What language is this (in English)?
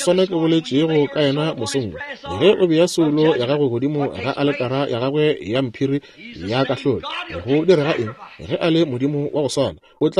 Northern Sotho